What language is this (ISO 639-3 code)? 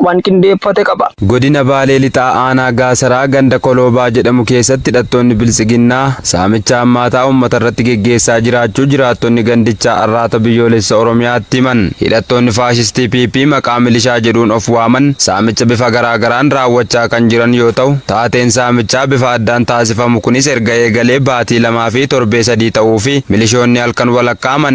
orm